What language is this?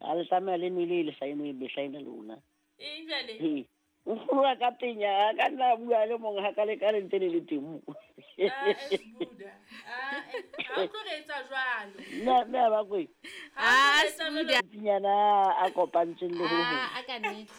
Southern Sotho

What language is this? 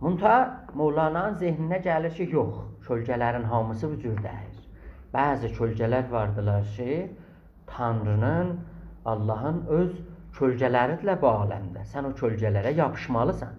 South Azerbaijani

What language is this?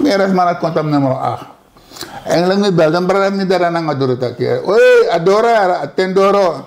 Sranan Tongo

